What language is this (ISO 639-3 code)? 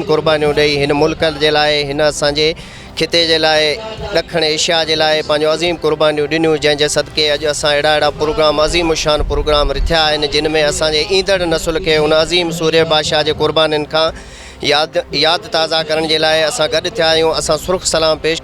snd